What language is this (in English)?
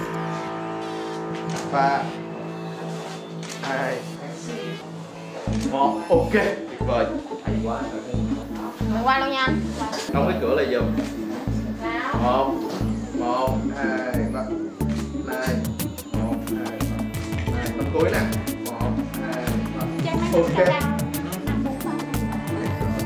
Vietnamese